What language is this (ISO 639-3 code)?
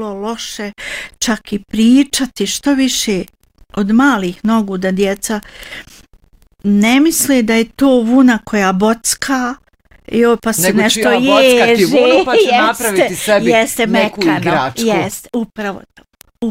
bos